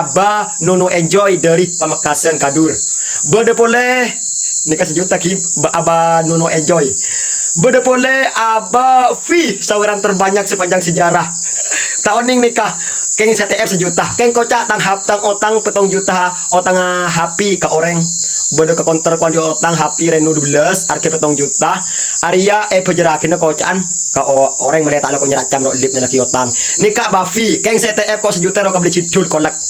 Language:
Madurese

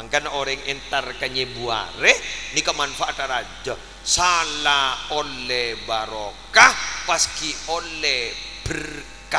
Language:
Madurese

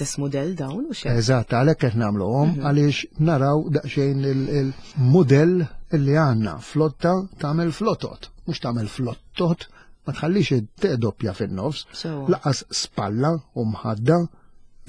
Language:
Maltese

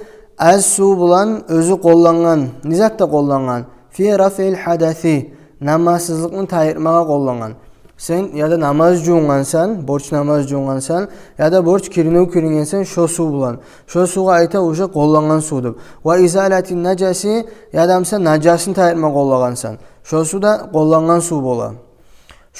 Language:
Kumyk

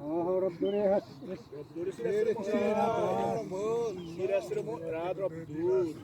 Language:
Xavánte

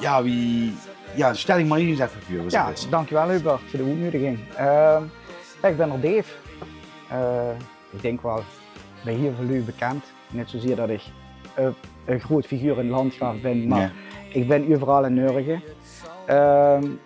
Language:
Limburgish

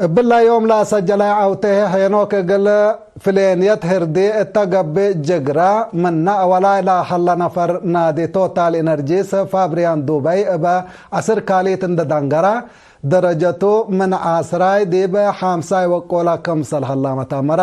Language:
Tigre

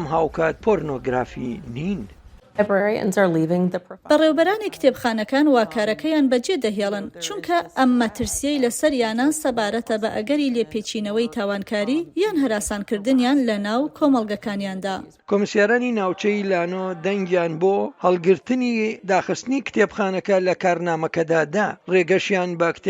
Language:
Central Kurdish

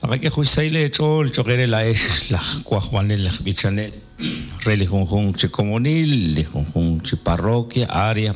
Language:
Kekchí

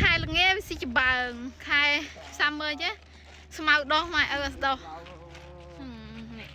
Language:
Khmer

